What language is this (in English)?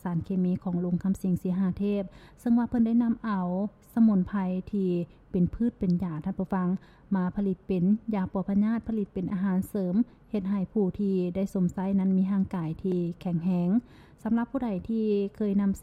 Lao